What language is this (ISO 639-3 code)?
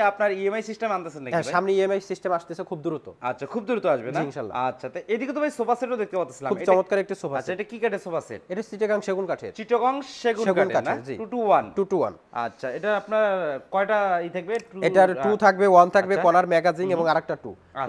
ben